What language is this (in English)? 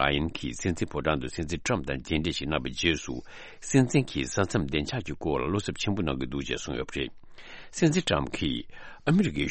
Tibetan